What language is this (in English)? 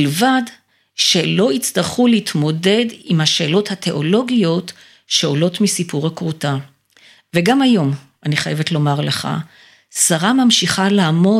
Hebrew